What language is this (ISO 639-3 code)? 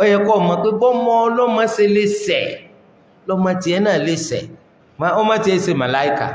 yor